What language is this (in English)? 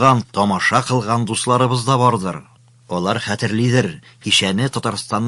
Tatar